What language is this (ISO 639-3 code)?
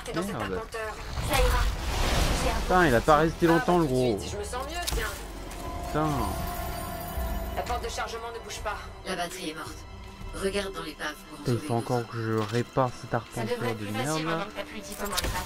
fra